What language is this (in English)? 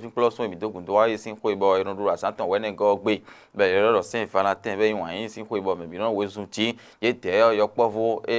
Fon